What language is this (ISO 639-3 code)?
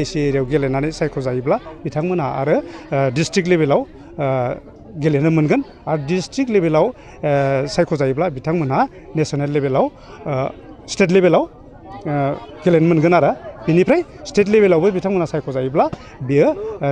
brx